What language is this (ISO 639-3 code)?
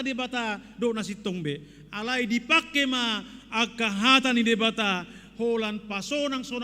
bbc